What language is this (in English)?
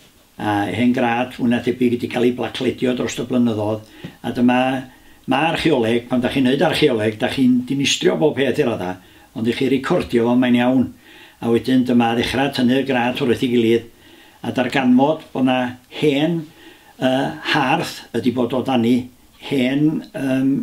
Welsh